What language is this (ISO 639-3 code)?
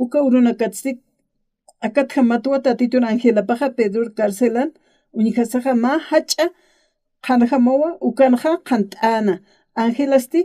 aym